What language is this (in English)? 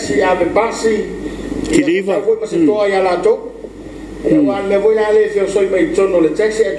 Samoan